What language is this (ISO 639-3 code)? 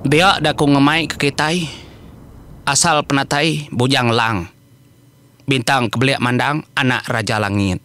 iba